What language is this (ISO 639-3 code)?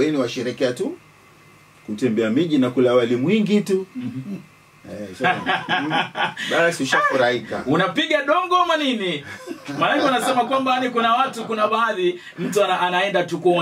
swa